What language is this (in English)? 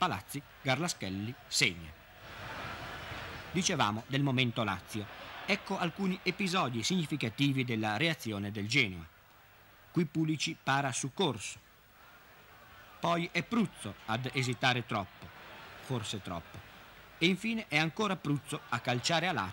Italian